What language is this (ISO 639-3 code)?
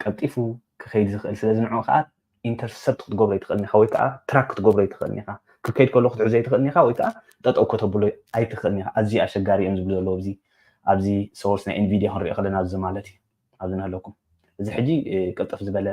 tir